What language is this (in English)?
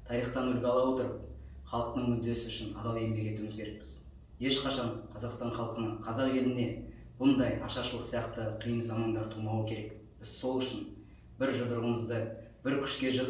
Kazakh